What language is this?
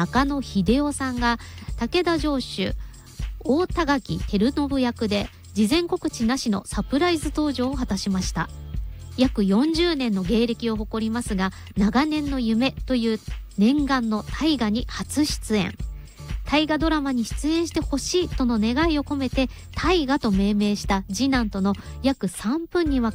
Japanese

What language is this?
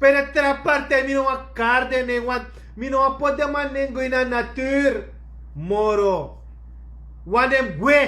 Sranan Tongo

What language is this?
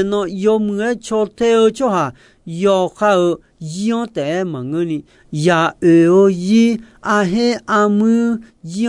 Akha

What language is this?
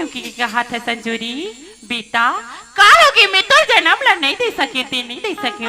Chhattisgarhi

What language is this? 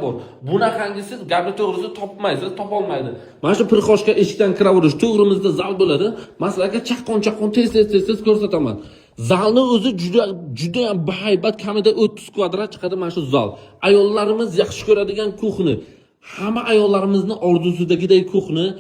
Uzbek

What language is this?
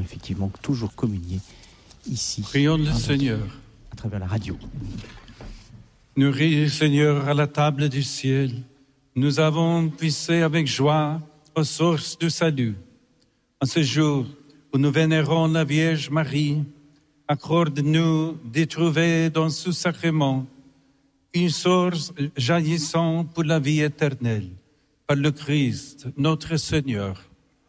French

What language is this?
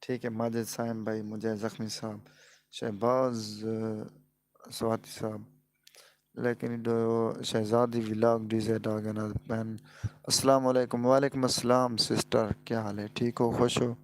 Saraiki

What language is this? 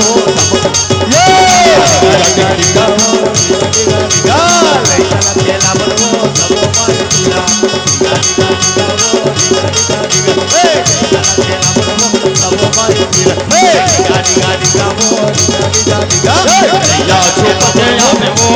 Chhattisgarhi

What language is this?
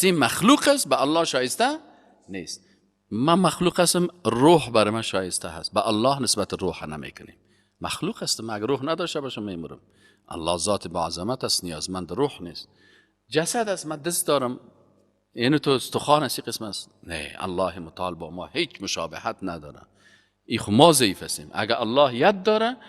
Persian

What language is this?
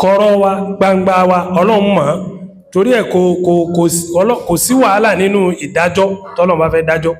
Yoruba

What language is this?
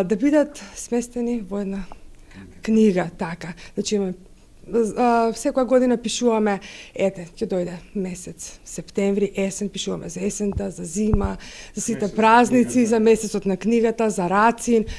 Macedonian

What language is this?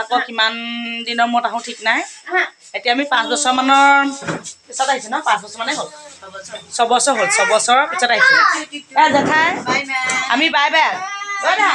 Assamese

